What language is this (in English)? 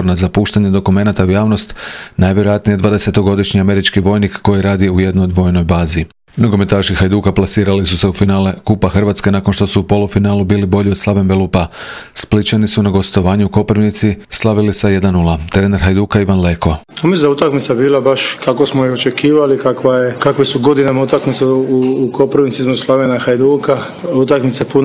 Croatian